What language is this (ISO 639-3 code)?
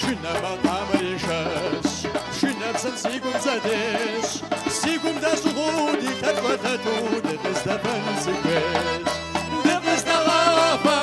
kbd